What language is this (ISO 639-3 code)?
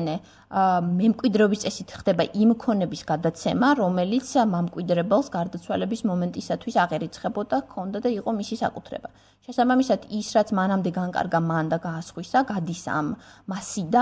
kat